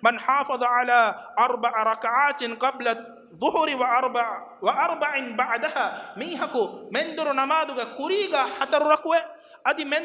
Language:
Divehi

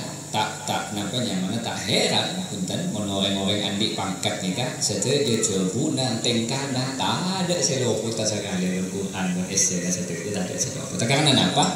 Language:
Madurese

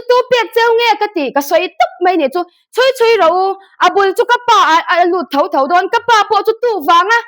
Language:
Mizo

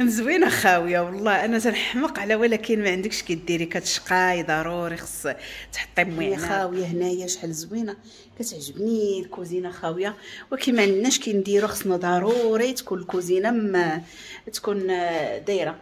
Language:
Moroccan Arabic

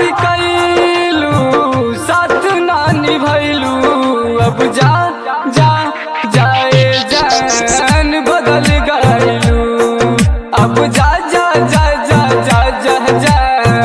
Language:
Bhojpuri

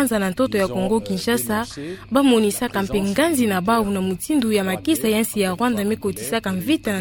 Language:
Kituba (Democratic Republic of Congo)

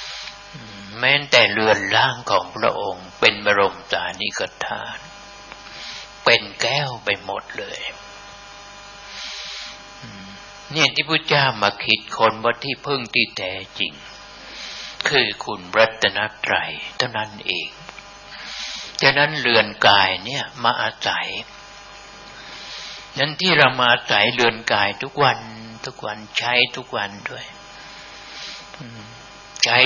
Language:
Thai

